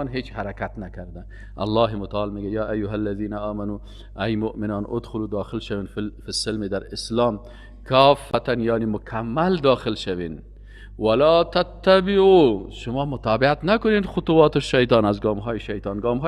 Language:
Persian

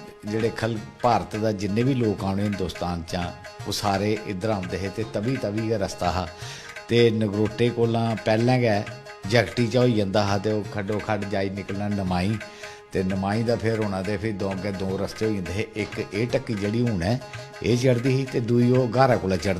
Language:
Dogri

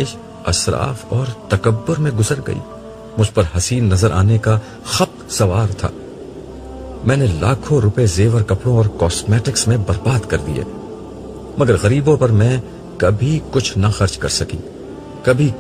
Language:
Urdu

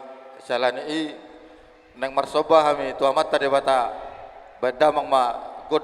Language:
Batak Toba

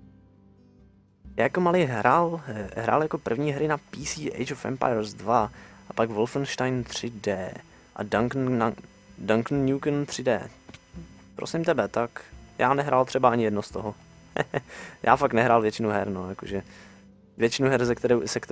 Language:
Czech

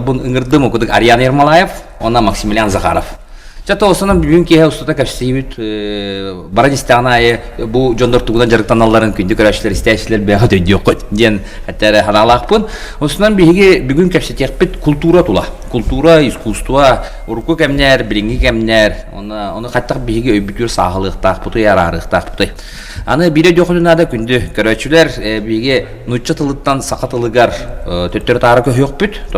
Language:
Yakut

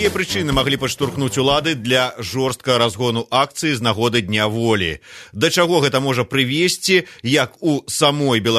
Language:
Belarusian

